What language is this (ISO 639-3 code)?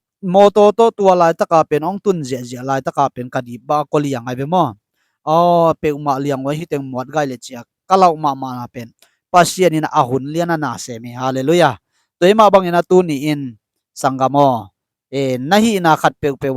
ctd